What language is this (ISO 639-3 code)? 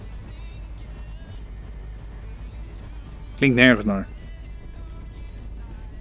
nld